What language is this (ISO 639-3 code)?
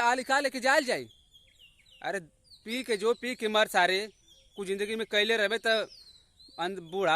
bho